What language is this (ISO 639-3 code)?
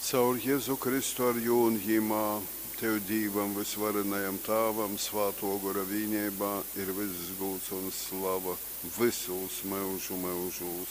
ltg